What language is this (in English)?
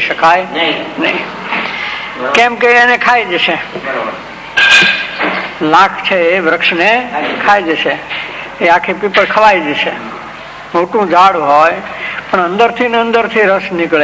Gujarati